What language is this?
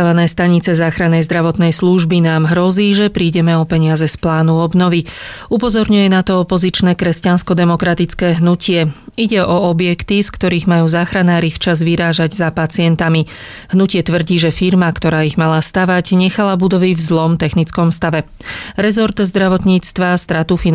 Slovak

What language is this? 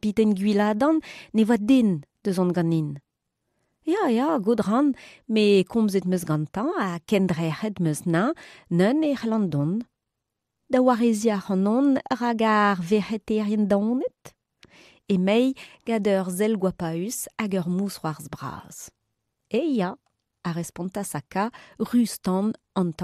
Breton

